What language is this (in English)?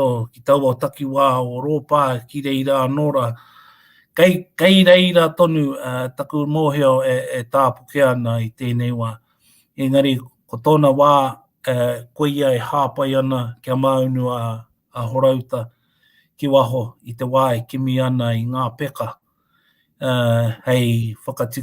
Māori